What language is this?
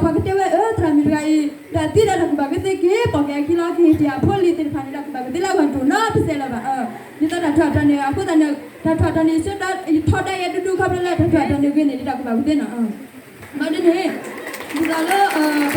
S'gaw Karen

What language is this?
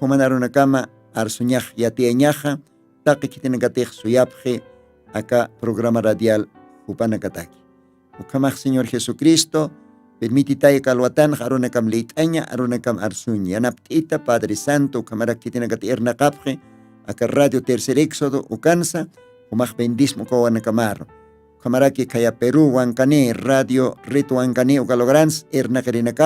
Aymara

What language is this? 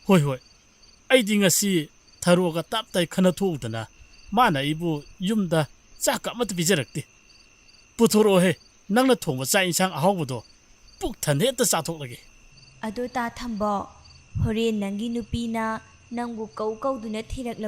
Manipuri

